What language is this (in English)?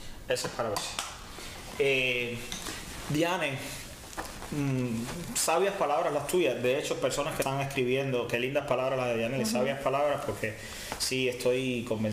Spanish